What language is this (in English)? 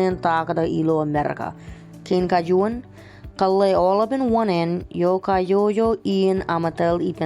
Marshallese